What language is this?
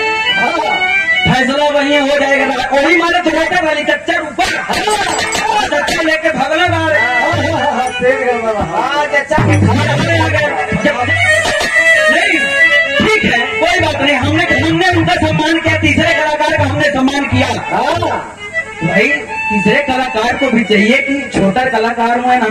Bhojpuri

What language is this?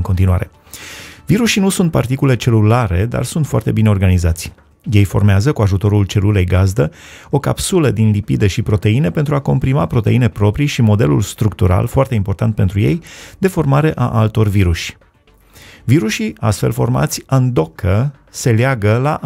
Romanian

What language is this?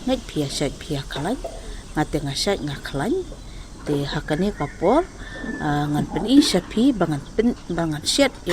Khasi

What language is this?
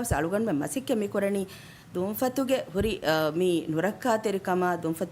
Divehi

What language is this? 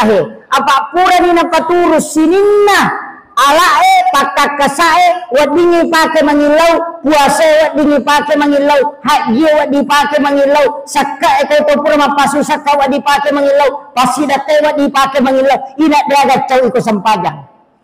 Buginese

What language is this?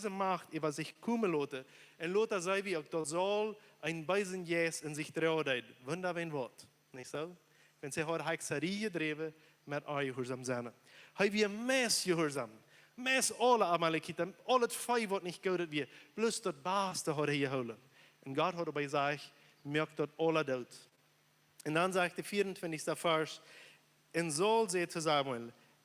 Plautdietsch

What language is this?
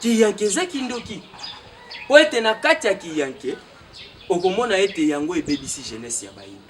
Lingala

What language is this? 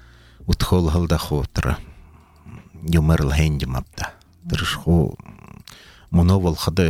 Buriat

